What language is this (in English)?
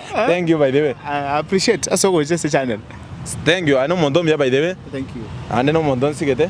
Gusii